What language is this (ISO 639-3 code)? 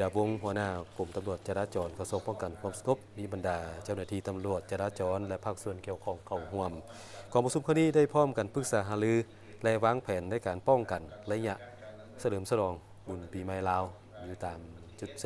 lao